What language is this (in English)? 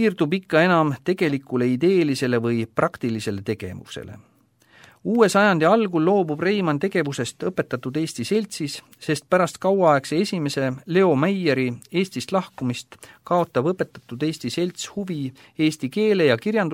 Estonian